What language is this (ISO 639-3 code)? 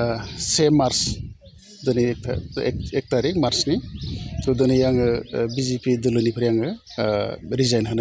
brx